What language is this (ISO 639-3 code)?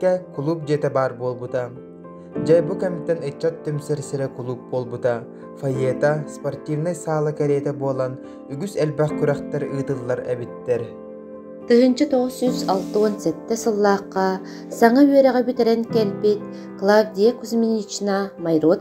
sah